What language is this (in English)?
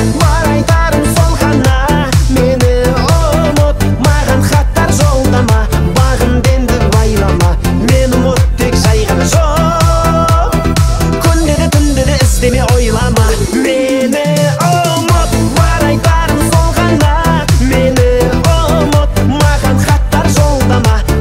Kazakh